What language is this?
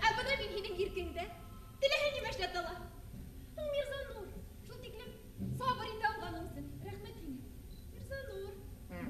Bashkir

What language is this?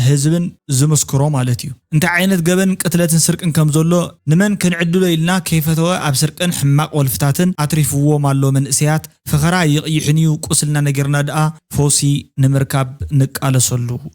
Tigrinya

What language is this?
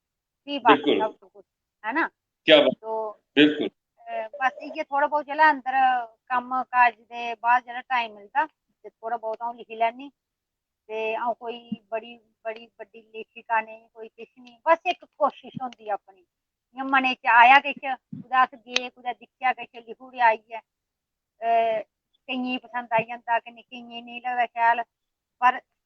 Dogri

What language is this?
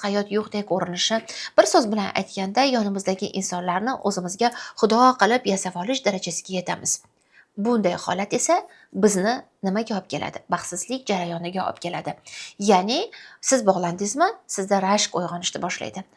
Uzbek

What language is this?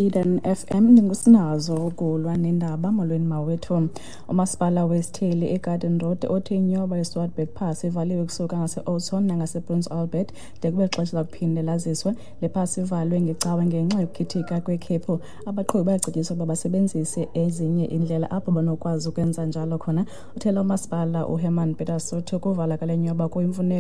Xhosa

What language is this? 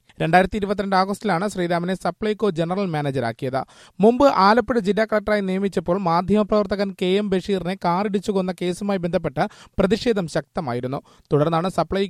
Malayalam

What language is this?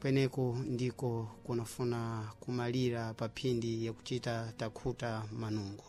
Sena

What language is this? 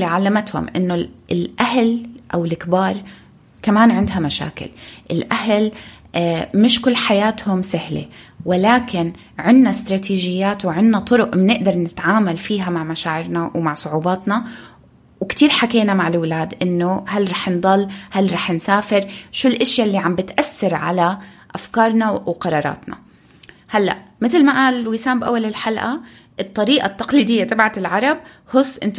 North Levantine Arabic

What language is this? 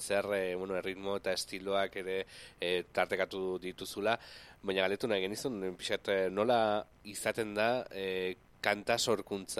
Basque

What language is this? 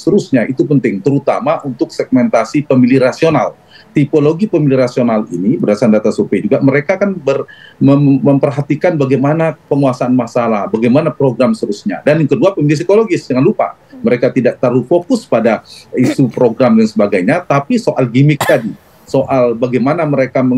Indonesian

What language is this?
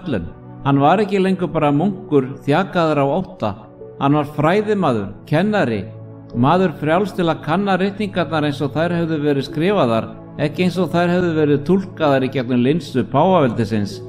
Icelandic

